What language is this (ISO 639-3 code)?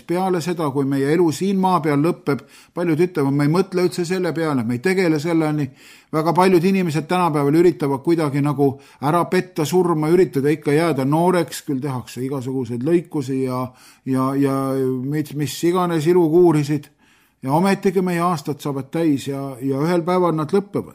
est